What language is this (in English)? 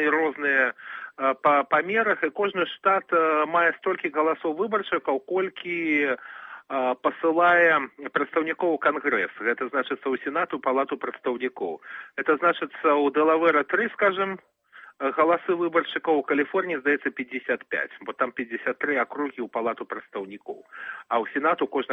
Belarusian